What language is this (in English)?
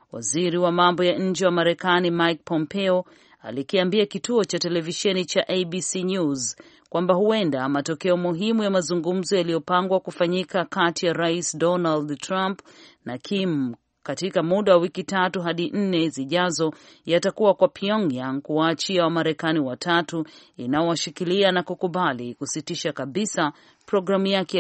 Swahili